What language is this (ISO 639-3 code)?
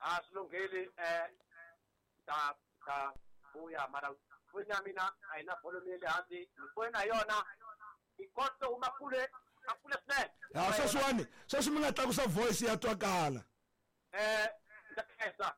tso